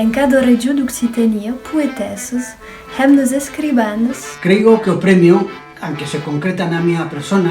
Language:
Occitan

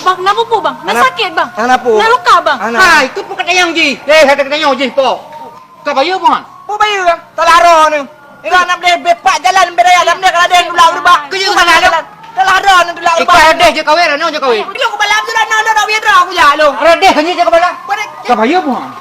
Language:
Achinese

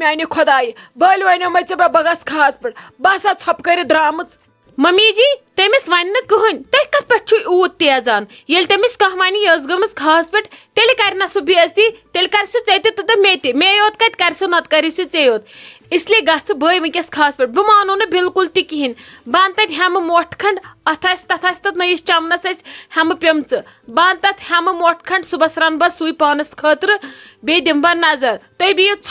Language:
Kashmiri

